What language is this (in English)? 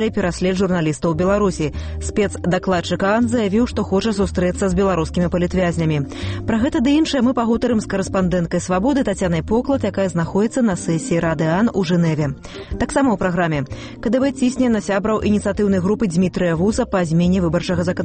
Belarusian